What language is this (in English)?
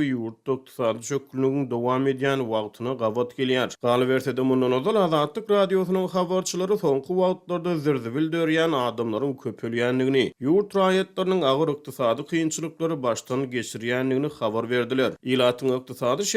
Turkmen